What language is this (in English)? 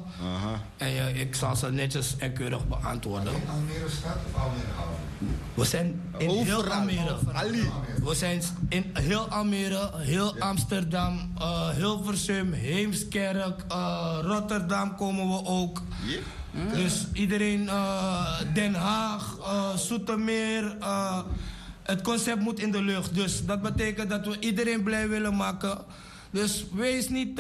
Dutch